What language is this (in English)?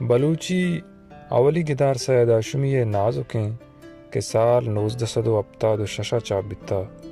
Baluchi